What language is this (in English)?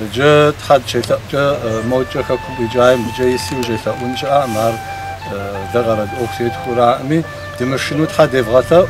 Kabardian